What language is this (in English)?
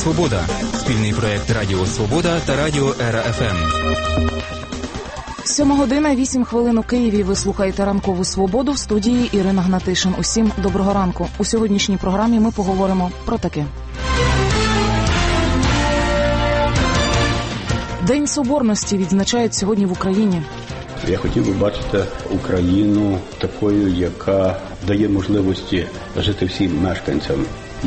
Ukrainian